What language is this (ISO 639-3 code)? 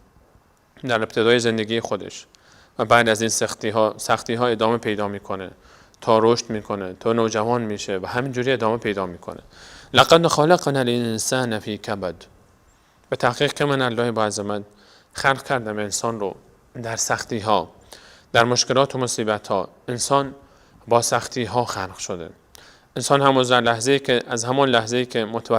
fas